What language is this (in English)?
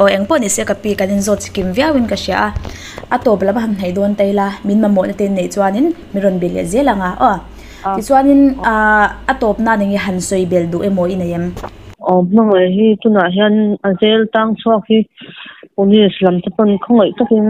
Mizo